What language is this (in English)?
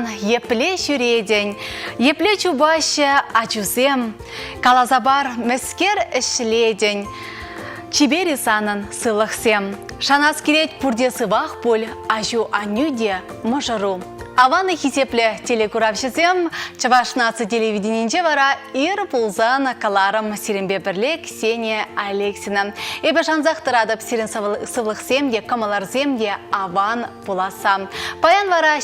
Chuvash